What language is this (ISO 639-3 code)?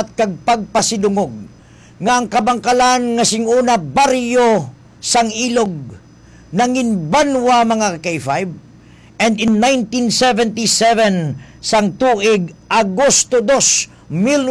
hil